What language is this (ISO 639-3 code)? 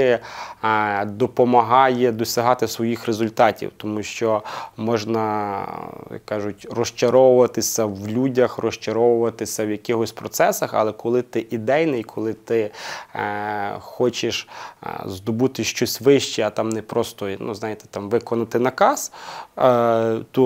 ukr